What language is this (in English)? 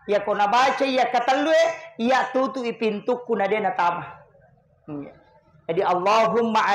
Buginese